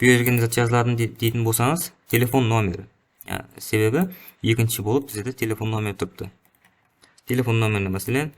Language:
Kara-Kalpak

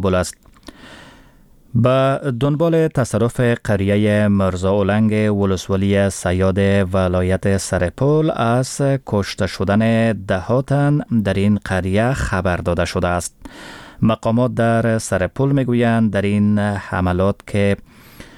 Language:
Persian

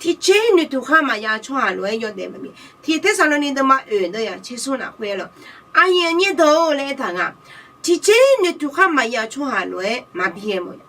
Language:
Akha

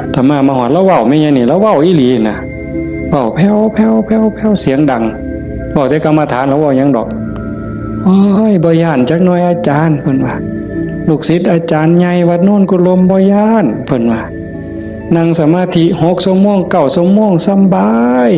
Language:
Northeastern Thai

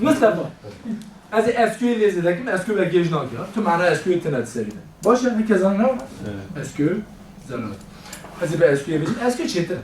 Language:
Kurdish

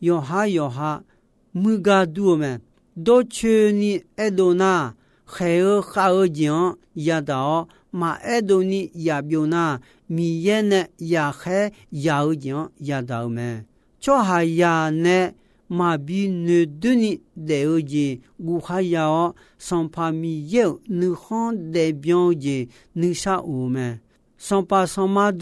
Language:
Akha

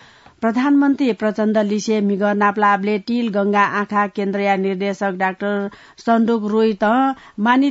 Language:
Newari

